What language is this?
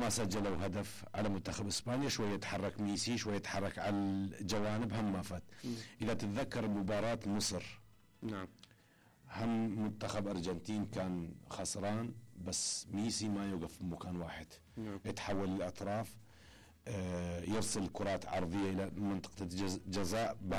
Mesopotamian Arabic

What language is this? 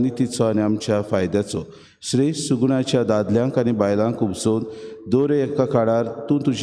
Konkani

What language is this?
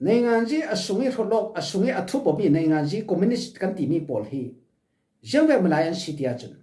Falam Chin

